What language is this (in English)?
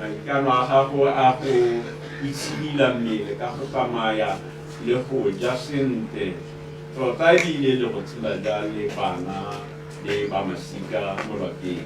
Tswana